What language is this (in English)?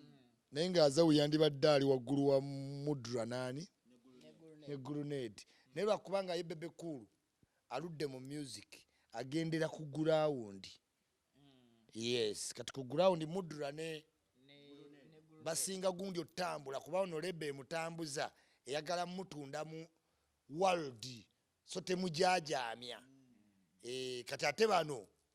Ganda